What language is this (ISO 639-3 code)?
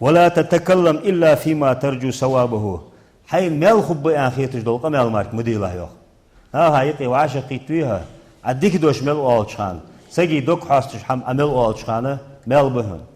inh